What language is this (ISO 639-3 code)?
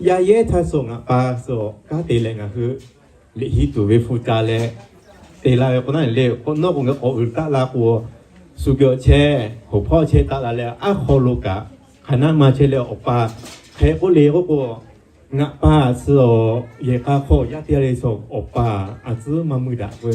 lhu